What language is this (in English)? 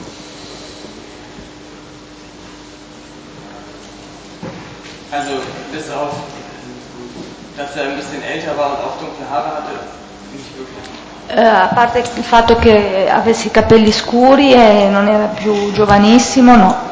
Italian